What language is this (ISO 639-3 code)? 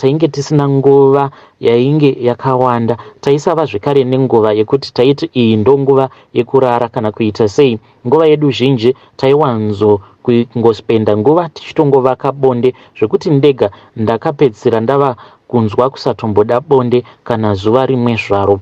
sna